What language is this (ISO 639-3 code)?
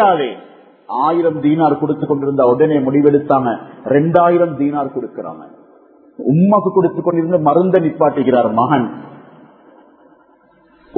tam